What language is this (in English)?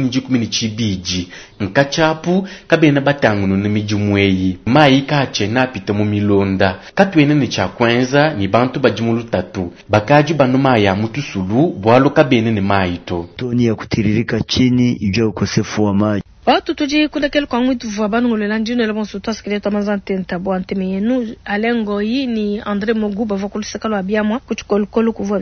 Luba-Lulua